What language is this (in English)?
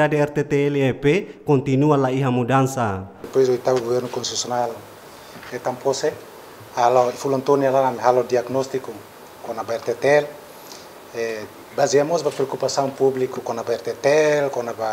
Tetum